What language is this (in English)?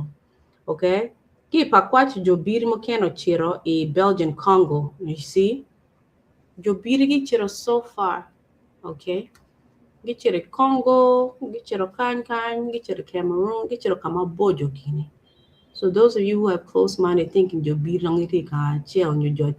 Acoli